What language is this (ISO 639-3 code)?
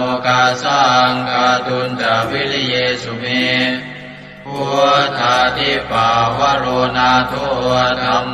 pli